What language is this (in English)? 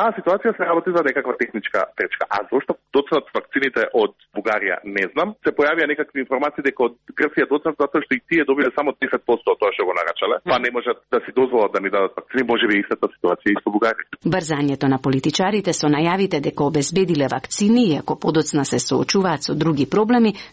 Macedonian